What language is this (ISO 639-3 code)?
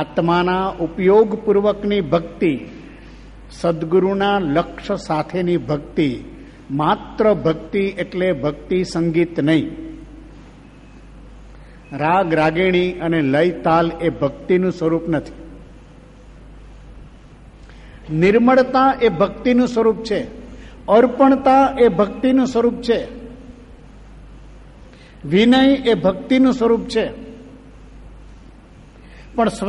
guj